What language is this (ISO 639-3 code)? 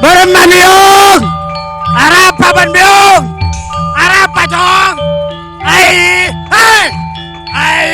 mad